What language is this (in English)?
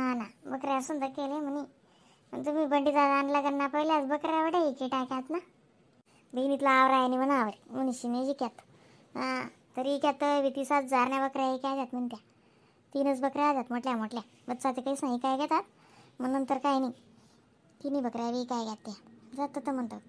Khandesi